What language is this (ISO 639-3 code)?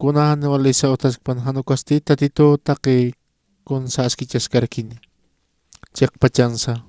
aym